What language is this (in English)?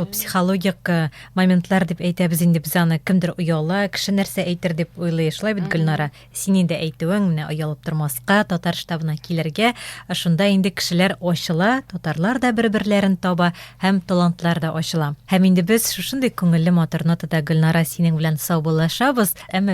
Tatar